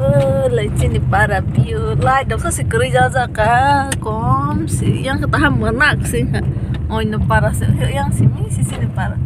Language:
Kok Borok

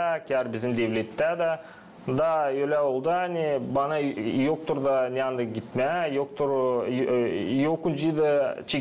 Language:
Gagauz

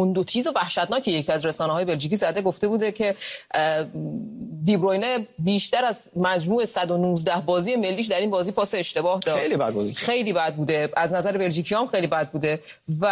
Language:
Persian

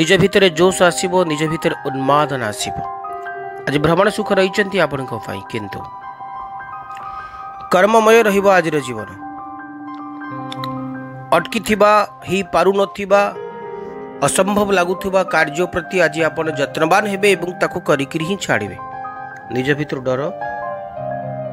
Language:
Odia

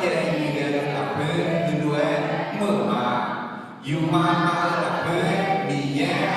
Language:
Akha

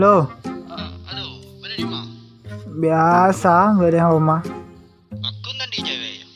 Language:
Madurese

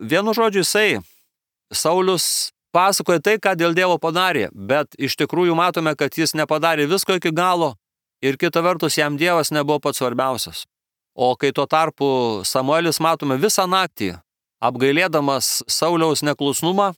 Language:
Lithuanian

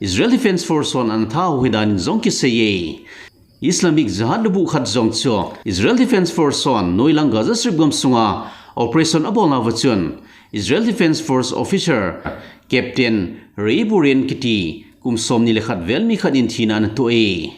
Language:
Thado Chin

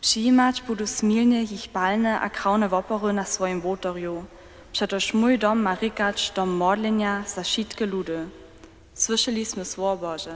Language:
Upper Sorbian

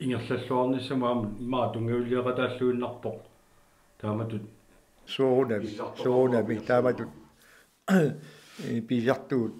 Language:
Kalaallisut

